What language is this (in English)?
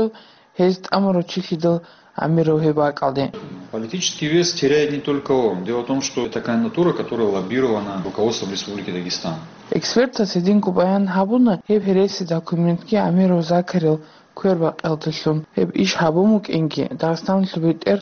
Avaric